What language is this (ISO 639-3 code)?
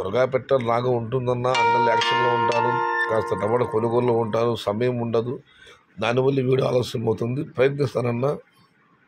tel